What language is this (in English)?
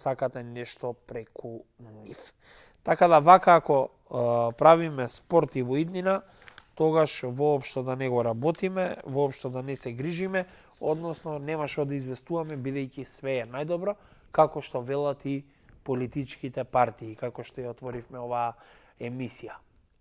Macedonian